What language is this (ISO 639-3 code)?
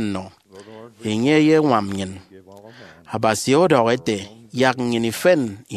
efi